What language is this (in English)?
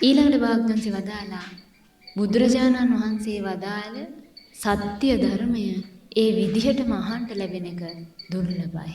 Sinhala